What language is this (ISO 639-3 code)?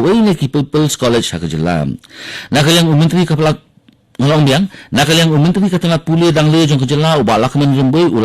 kha